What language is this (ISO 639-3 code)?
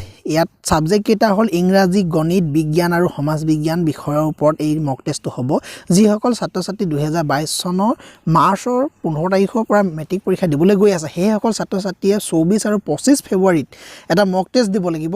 asm